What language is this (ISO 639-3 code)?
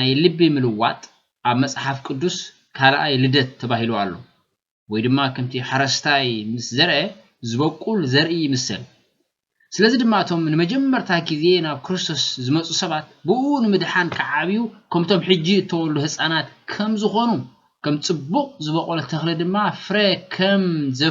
tir